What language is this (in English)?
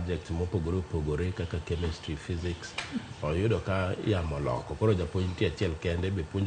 Luo (Kenya and Tanzania)